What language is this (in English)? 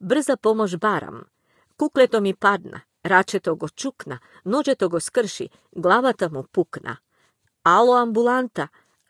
Macedonian